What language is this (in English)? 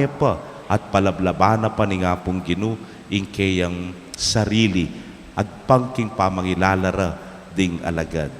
Pampanga